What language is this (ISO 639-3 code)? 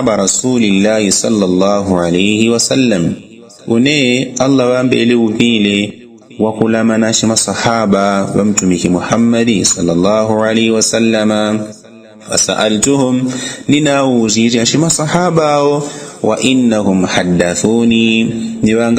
yao